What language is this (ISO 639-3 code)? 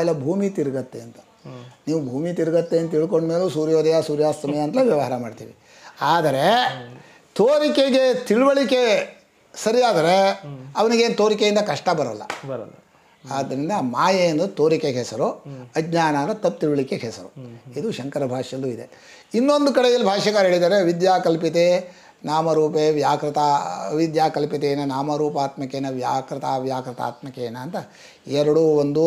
kan